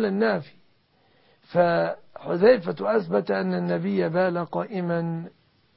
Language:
Arabic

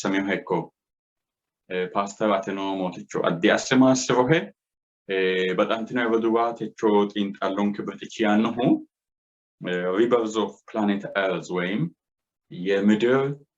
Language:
Sidamo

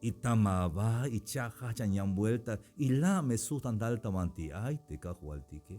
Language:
Tzeltal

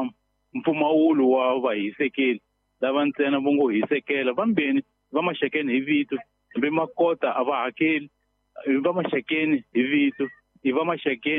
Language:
Tsonga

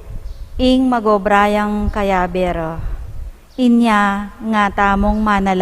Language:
Pampanga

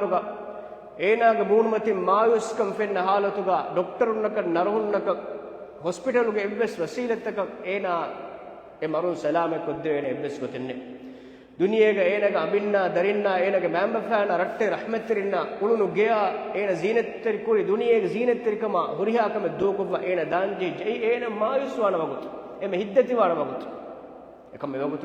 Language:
Divehi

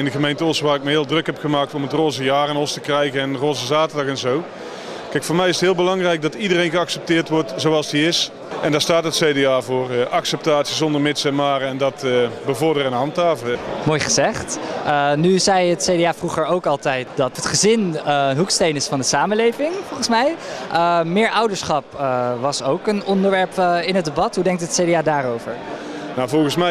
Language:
Dutch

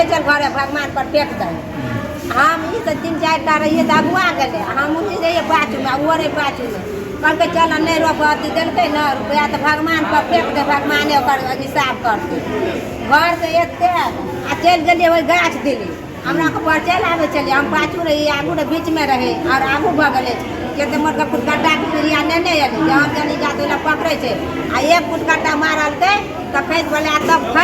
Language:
Maithili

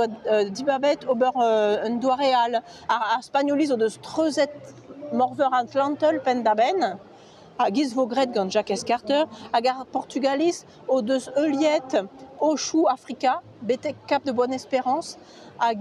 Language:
Breton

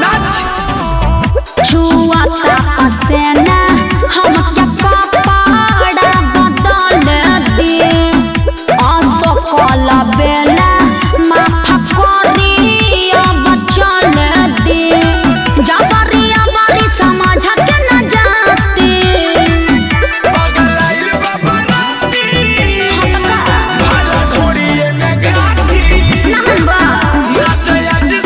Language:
Bhojpuri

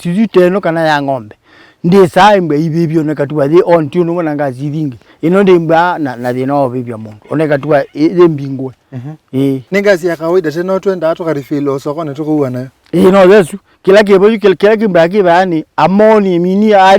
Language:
Kamba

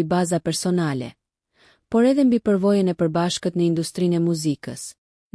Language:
Albanian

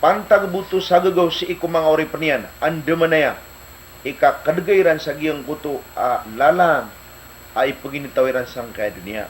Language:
Maranao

